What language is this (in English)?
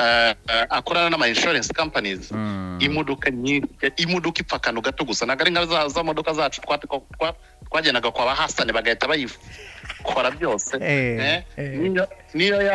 Kinyarwanda